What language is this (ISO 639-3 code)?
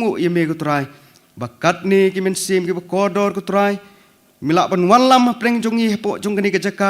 kha